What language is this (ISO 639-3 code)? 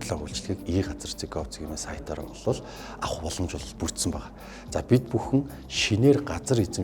mon